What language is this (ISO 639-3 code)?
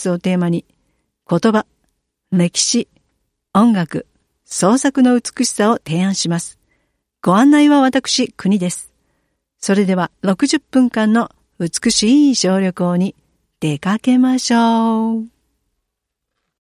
jpn